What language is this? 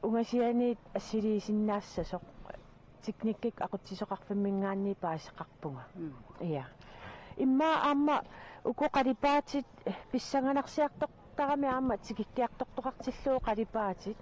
Kalaallisut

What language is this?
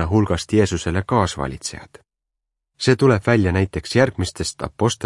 Estonian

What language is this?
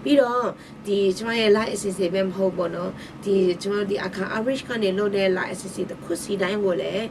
Akha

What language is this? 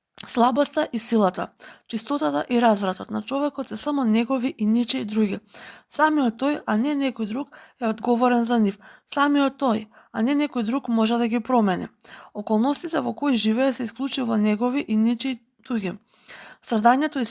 Macedonian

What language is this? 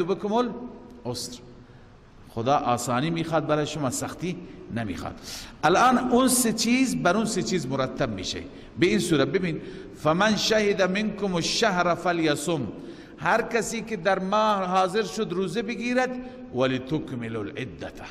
Persian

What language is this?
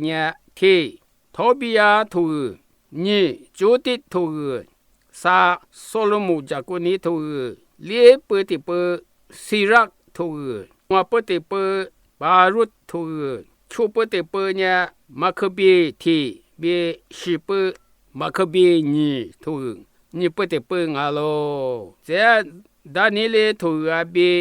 Lisu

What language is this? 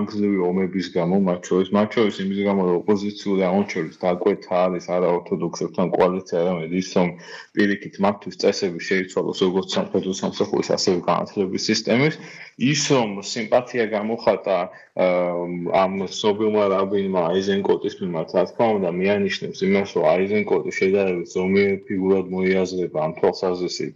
Georgian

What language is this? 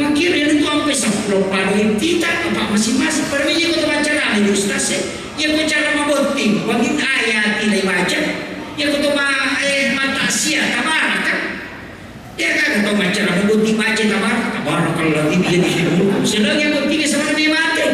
Buginese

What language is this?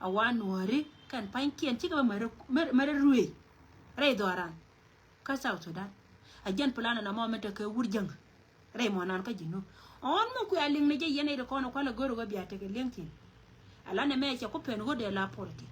Nuer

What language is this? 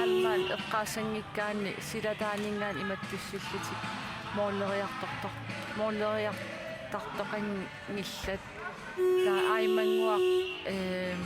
Kalaallisut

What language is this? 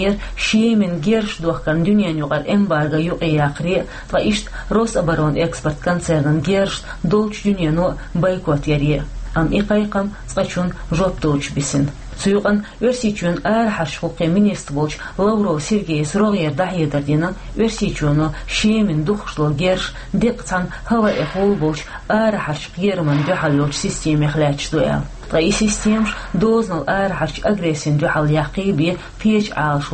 Chechen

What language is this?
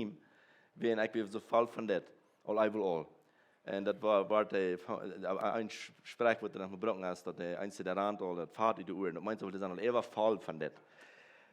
Plautdietsch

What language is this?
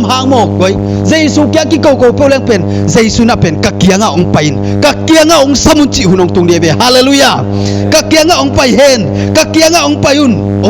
Tedim Chin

